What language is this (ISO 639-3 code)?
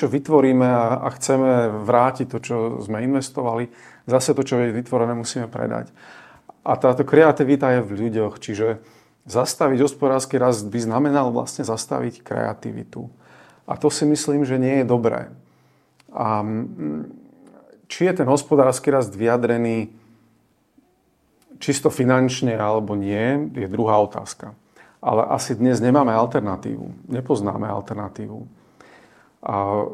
slk